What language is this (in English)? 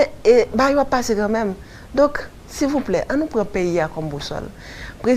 Haitian Creole